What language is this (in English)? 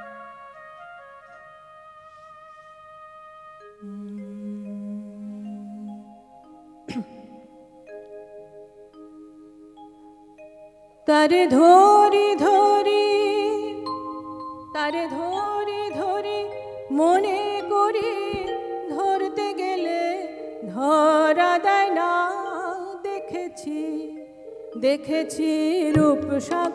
Bangla